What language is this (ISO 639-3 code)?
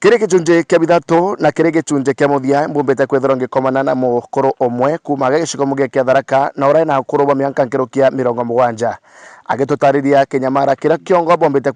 mer